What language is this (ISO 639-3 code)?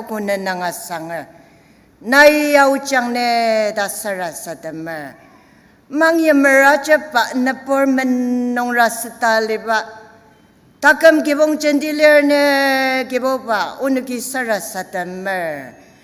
njo